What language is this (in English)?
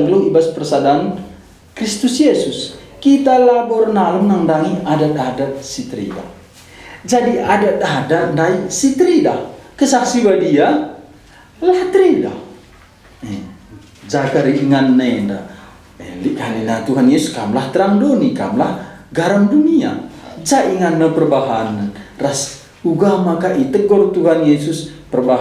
Batak Karo